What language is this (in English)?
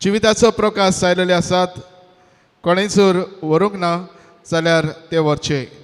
Konkani